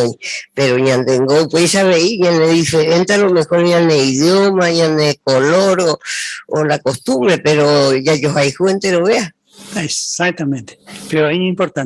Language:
Guarani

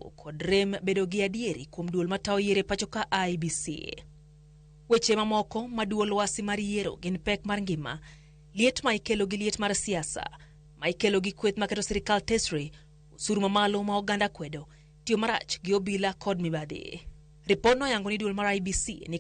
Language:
Luo (Kenya and Tanzania)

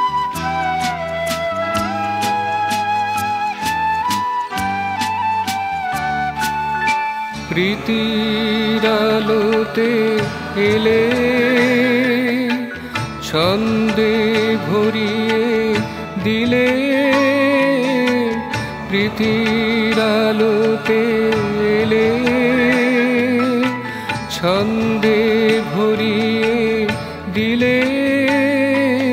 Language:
Bangla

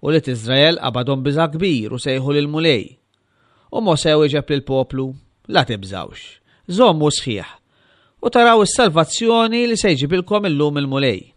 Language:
Maltese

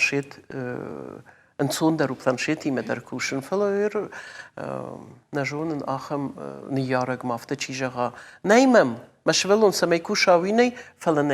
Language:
Ossetic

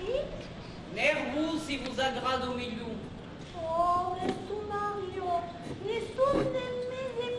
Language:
Occitan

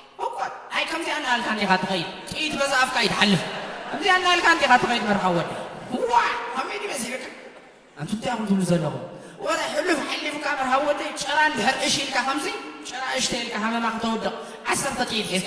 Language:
Tigrinya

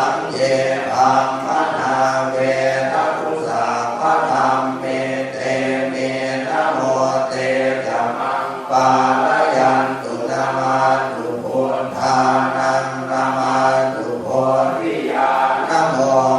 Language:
Pali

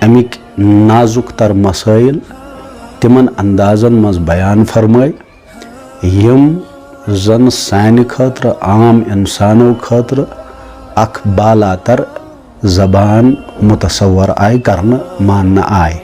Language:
Kashmiri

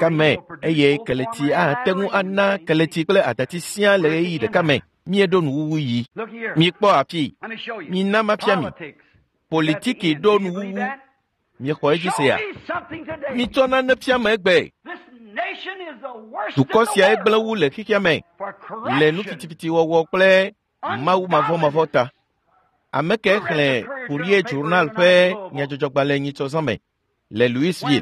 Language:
Ewe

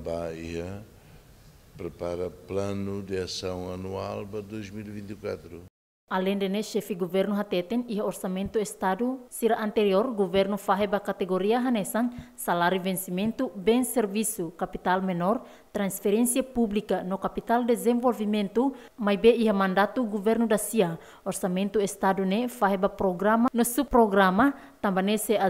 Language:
Tetum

